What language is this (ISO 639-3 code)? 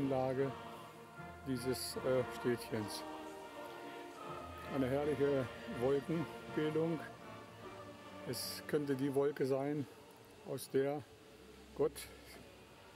deu